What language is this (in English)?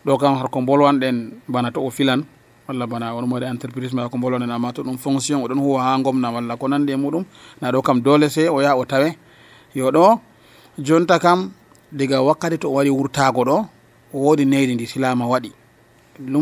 Nigerian Fulfulde